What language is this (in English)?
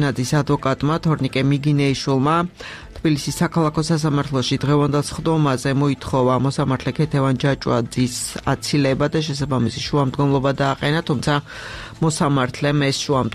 Georgian